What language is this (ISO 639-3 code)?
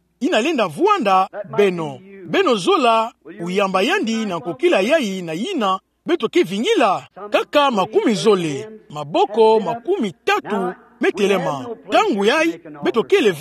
ktu